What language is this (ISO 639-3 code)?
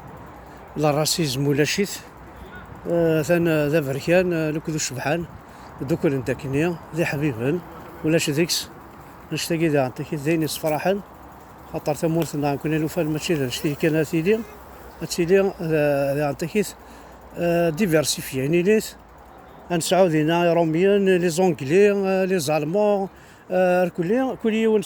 kab